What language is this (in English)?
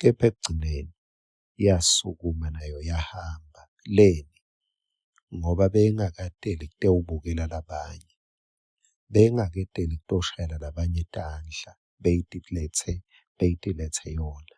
Swati